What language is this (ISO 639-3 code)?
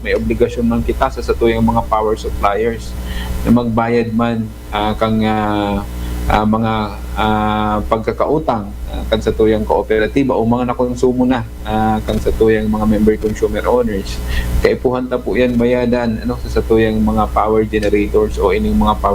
bik